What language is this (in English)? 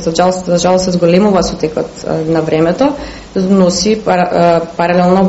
Macedonian